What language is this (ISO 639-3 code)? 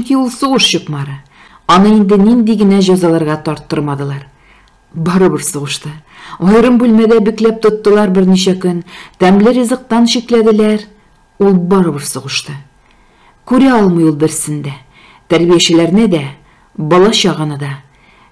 tat